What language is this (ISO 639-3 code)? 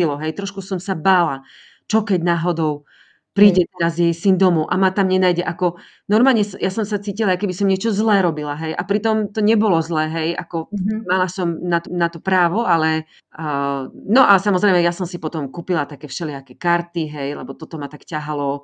slk